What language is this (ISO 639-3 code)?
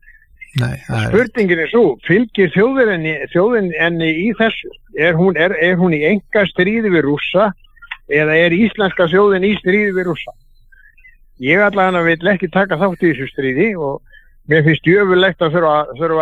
isl